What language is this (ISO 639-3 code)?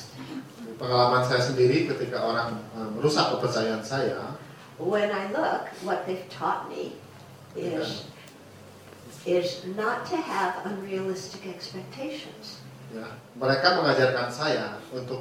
ind